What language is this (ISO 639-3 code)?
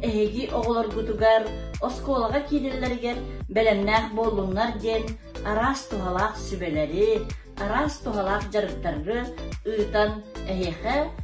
sah